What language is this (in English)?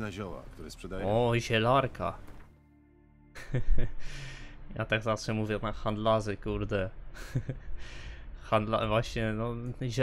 Polish